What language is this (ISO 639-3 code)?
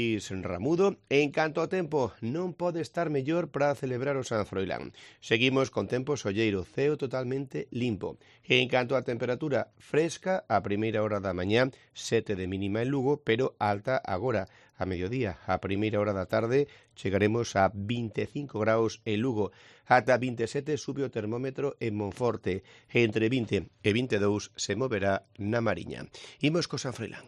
glg